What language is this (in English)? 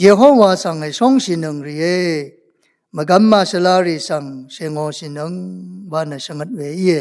Rawang